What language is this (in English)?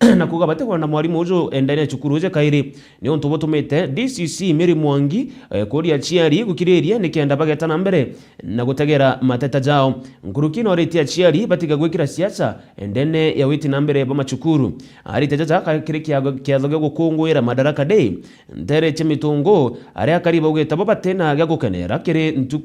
Meru